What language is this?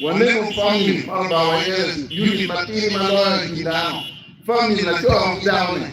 Acoli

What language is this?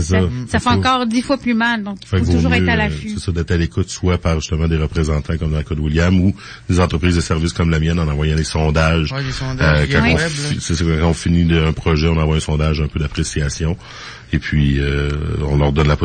French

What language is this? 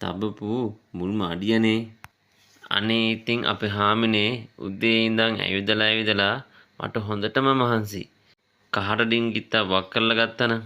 Sinhala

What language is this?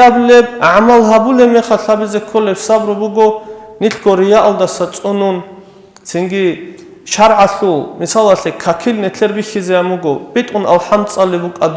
Avaric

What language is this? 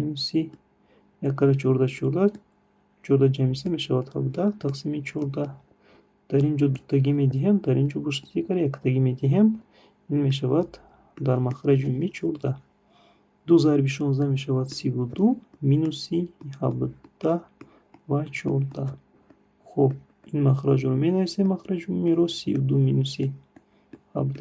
Tajik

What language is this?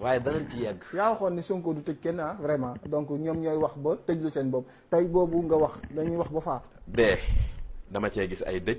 Wolof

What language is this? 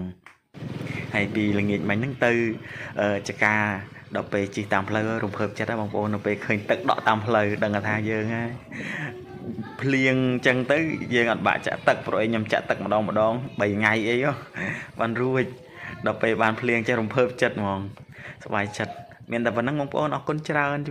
Khmer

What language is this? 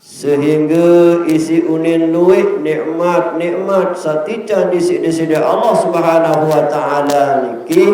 Sasak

